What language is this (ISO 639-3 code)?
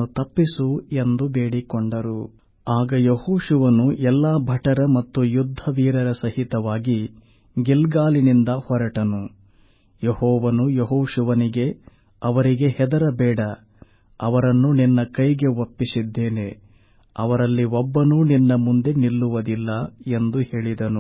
kan